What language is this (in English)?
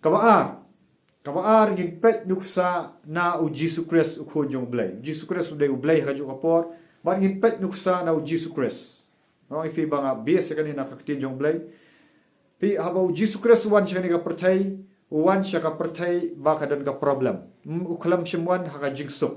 Khasi